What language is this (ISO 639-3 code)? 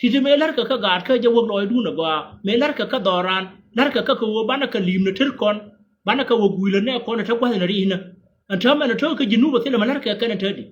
nus